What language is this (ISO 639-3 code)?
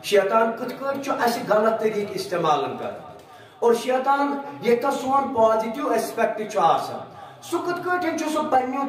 kas